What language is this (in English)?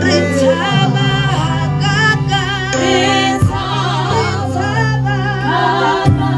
Tswana